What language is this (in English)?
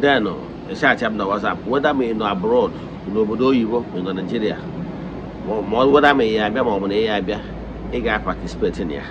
Igbo